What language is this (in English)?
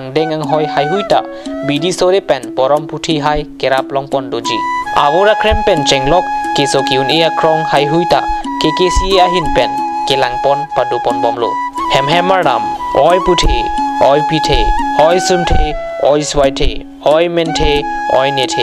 Karbi